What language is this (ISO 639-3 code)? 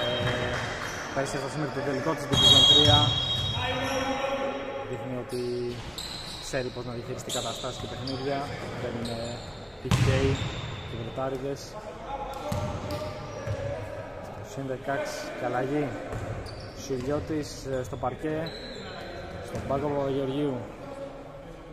ell